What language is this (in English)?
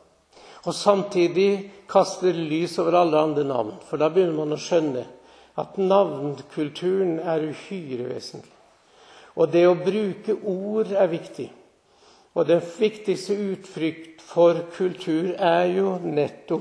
Norwegian